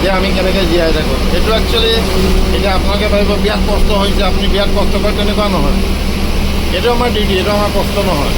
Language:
Assamese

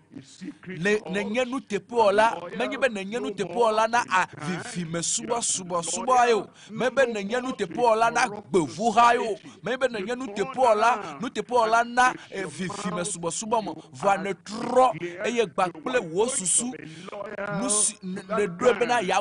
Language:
Ewe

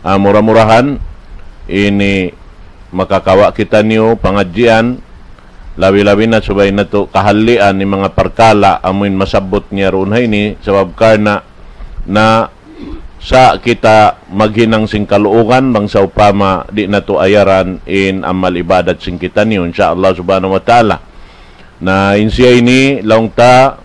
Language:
Tausug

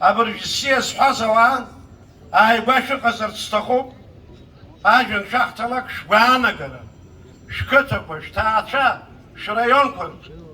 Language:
Abkhazian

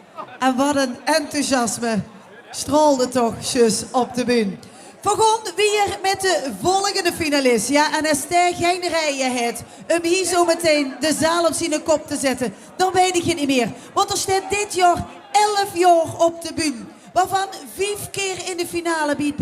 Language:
Limburgish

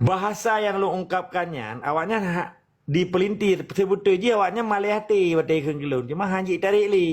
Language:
Achinese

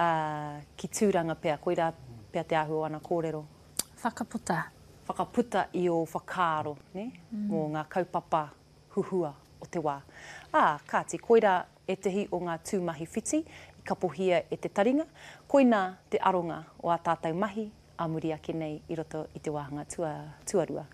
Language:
Māori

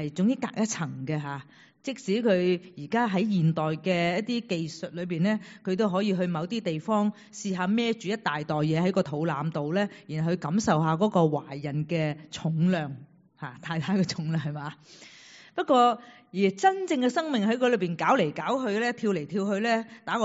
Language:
Cantonese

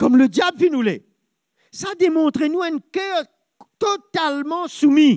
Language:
Morisyen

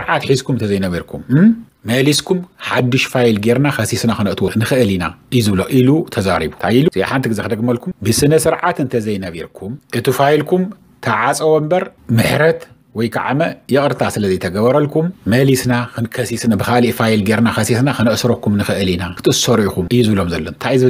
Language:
Tigrinya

